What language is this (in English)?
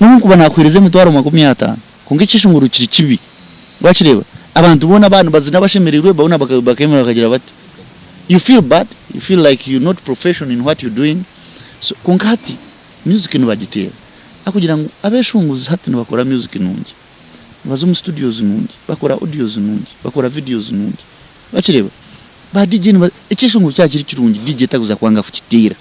Nyankole